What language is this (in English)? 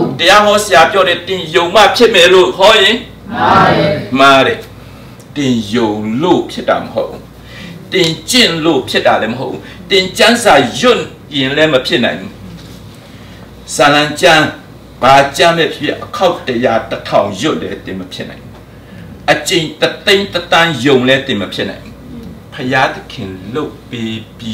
Burmese